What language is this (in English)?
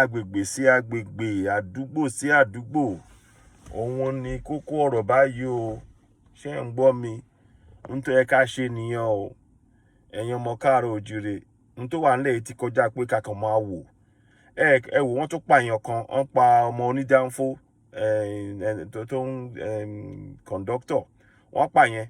Yoruba